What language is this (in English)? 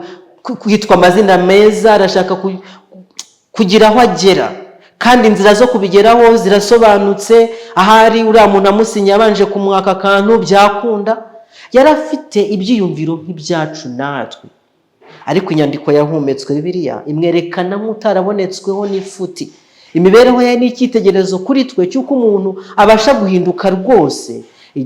Kinyarwanda